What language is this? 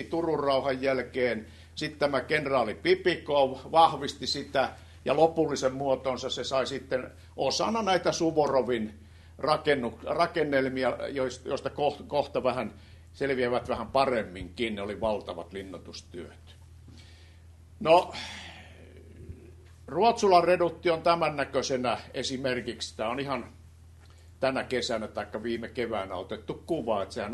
Finnish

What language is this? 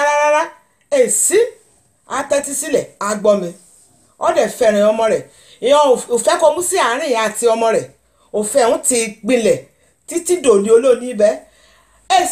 Yoruba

